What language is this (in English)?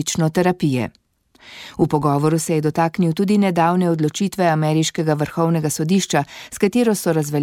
Slovenian